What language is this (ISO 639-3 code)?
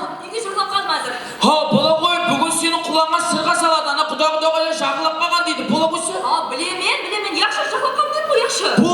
kaa